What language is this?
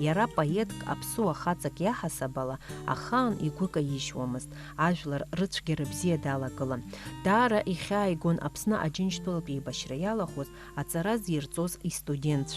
Abkhazian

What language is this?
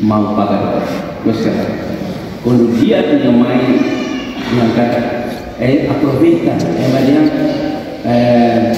Tetum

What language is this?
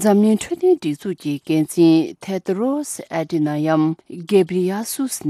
Tibetan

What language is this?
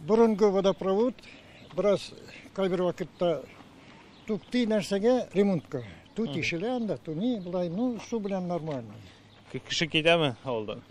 Tatar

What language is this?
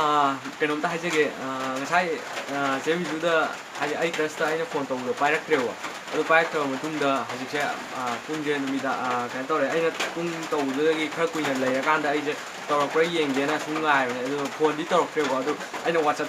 Manipuri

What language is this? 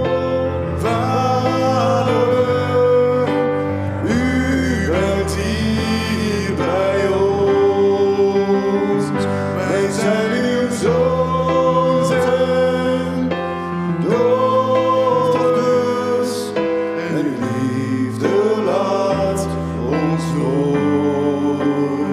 Dutch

